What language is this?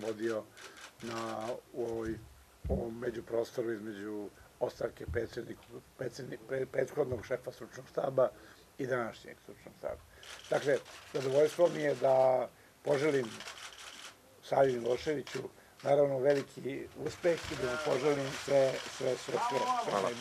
Serbian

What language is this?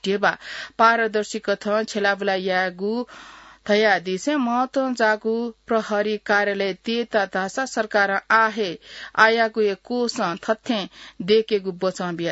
Newari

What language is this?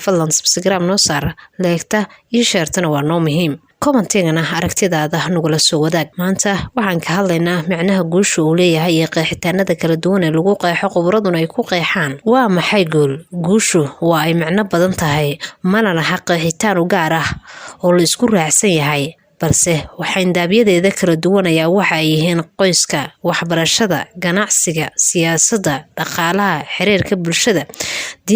Somali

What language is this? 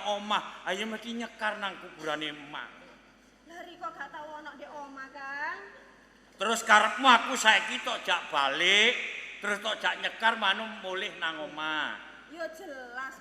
Javanese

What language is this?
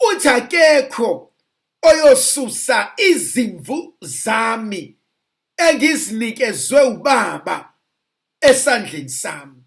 Zulu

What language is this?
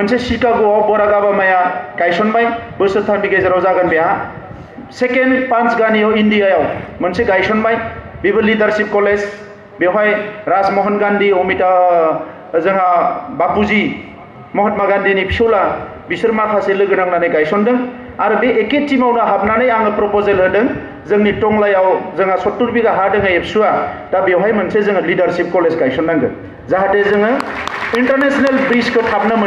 Bodo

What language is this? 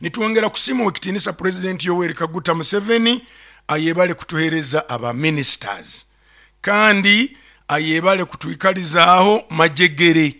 Nyoro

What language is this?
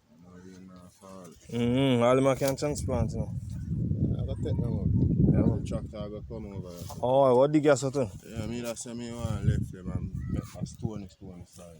Jamaican Creole English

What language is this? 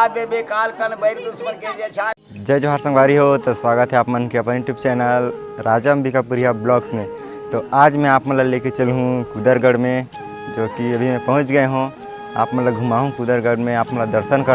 Chhattisgarhi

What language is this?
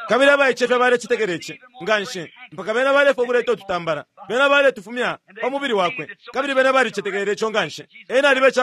Bemba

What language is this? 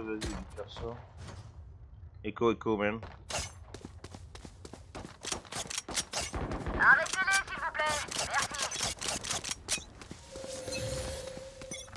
French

